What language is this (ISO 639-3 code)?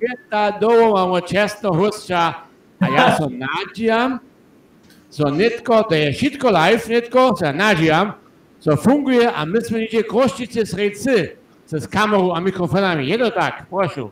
hsb